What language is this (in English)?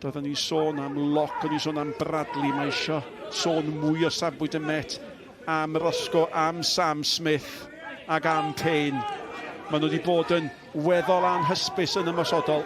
Welsh